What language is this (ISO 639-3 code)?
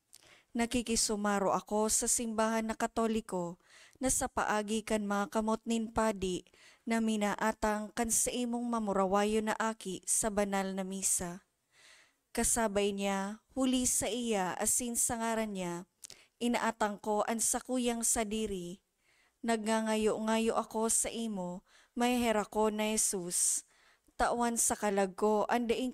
bik